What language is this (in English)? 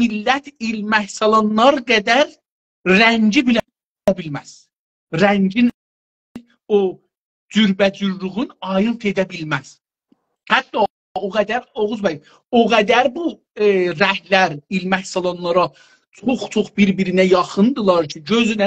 South Azerbaijani